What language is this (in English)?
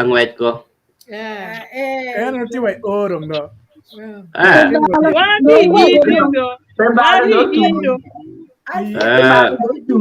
Acoli